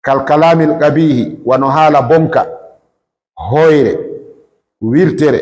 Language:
Fula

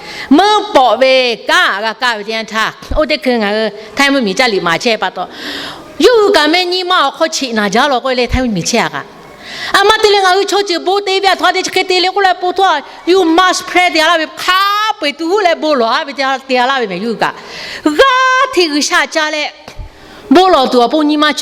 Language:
Lahu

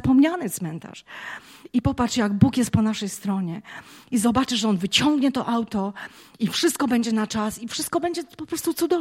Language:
Polish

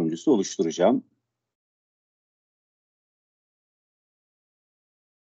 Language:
Turkish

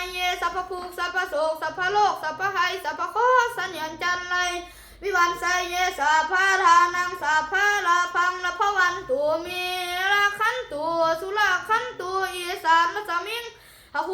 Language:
Pali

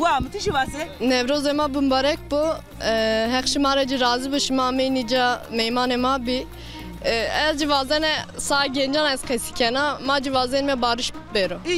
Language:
Zaza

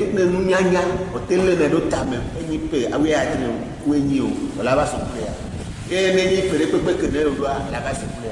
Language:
Ewe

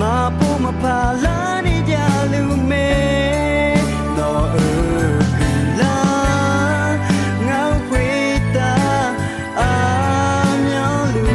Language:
Akha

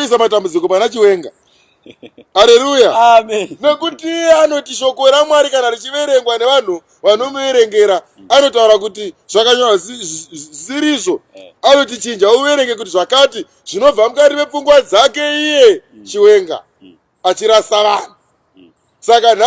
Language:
Shona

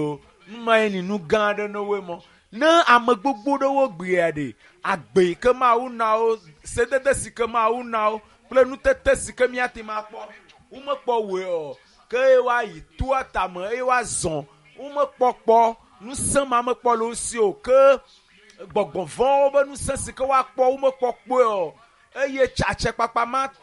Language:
Ewe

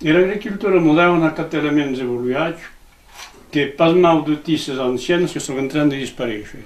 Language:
Occitan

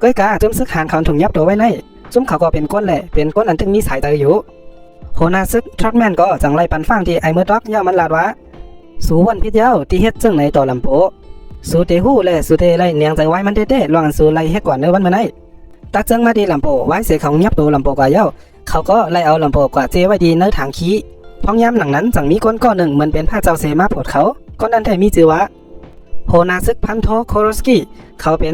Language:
Shan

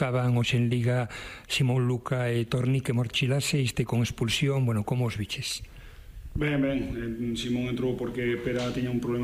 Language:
Galician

